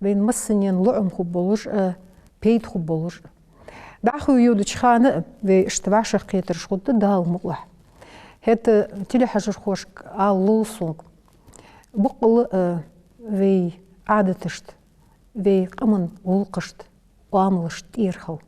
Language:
Ingush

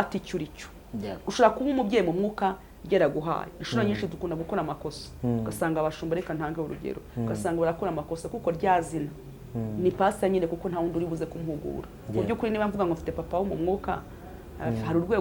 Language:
Kinyarwanda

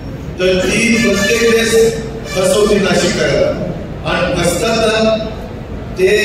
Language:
Marathi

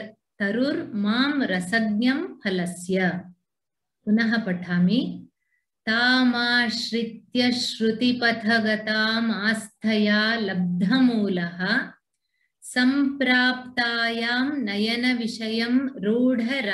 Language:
Sanskrit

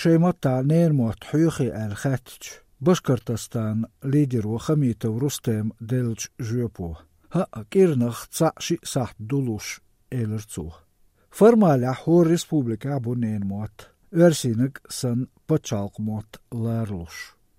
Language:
Latvian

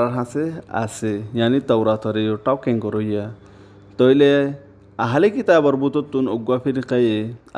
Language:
Rohingya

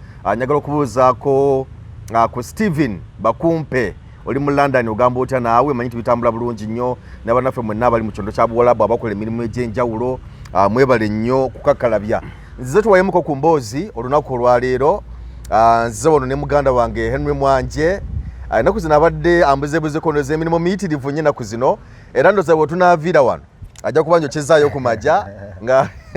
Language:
Ganda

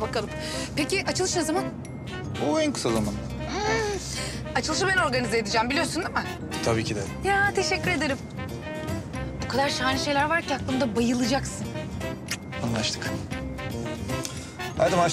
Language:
Turkish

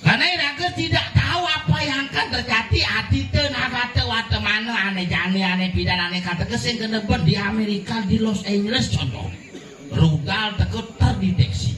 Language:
Balinese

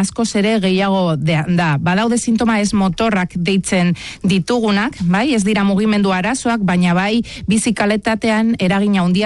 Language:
Basque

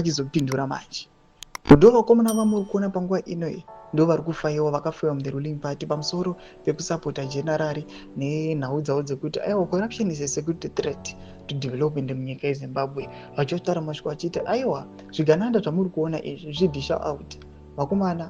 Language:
Shona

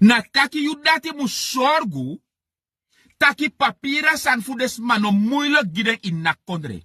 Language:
Sranan Tongo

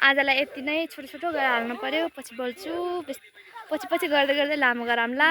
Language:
Nepali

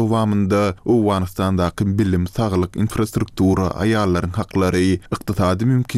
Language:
Kyrgyz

